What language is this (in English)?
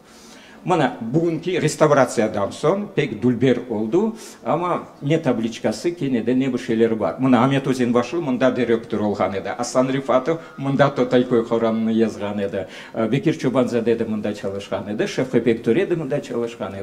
Crimean Tatar